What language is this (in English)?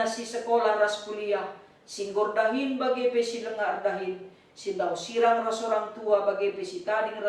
Batak Karo